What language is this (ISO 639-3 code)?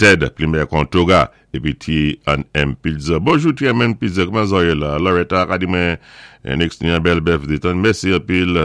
acf